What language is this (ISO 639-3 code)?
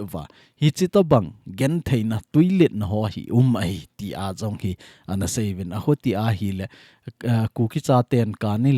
tcz